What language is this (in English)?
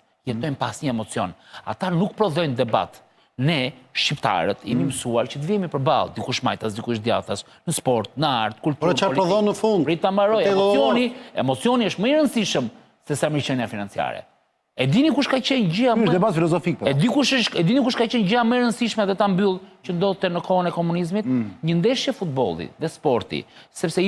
Albanian